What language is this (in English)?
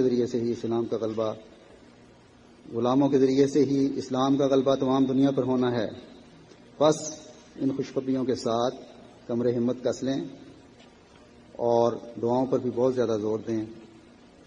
Urdu